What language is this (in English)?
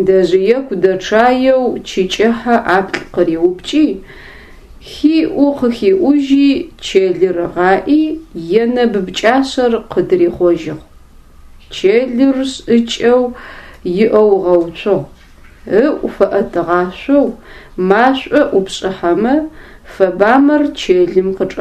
Adyghe